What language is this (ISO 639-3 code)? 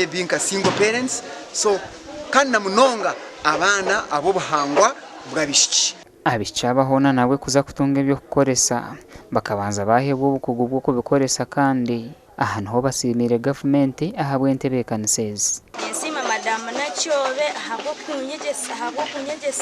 nyn